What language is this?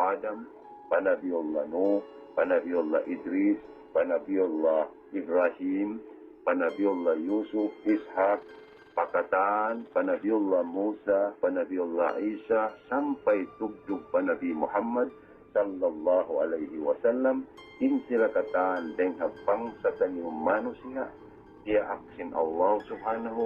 Tausug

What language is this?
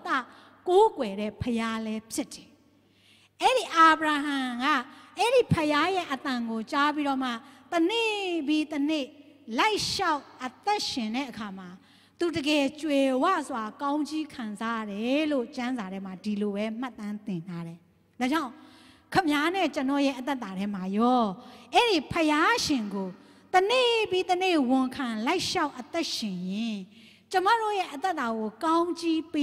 Burmese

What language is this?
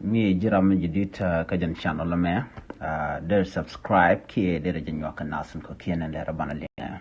Nuer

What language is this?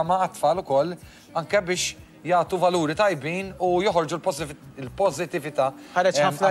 Maltese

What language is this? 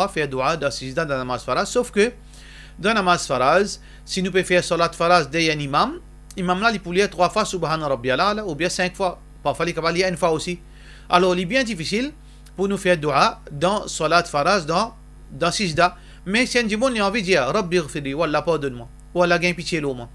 Morisyen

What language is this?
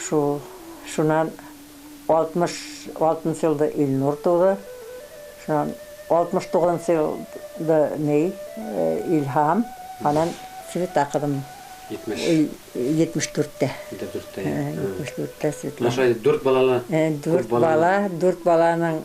Bashkir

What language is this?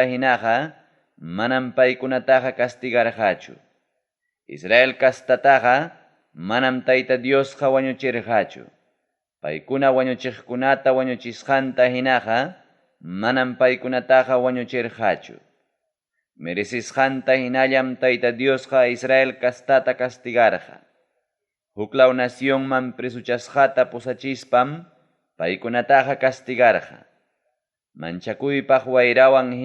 Ayacucho Quechua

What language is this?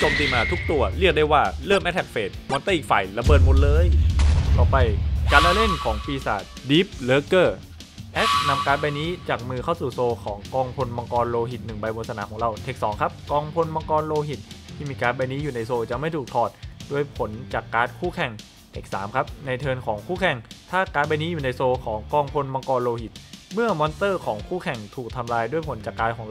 Thai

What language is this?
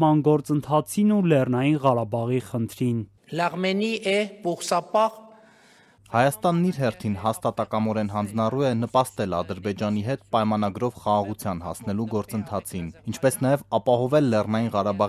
Armenian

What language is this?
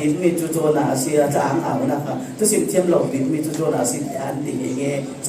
Falam Chin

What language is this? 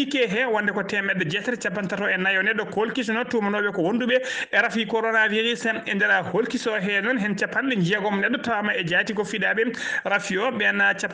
Fula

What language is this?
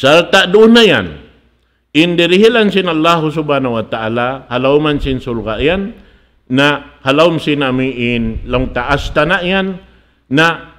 Tausug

